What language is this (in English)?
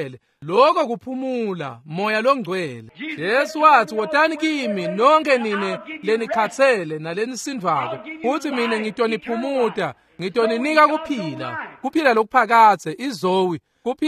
Swati